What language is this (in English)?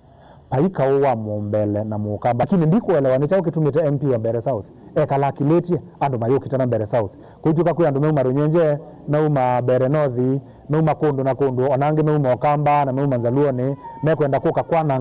Kamba